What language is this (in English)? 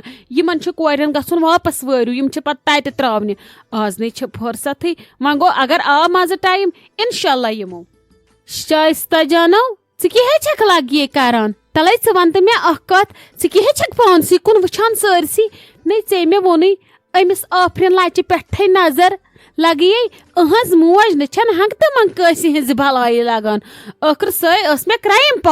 Kashmiri